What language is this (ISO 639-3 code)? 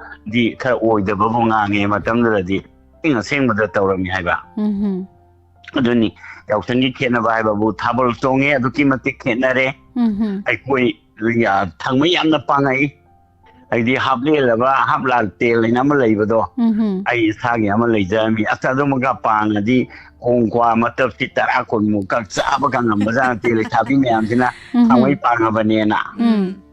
mni